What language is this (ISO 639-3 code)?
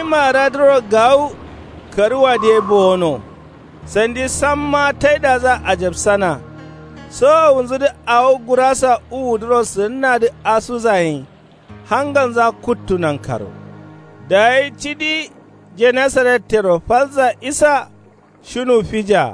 kau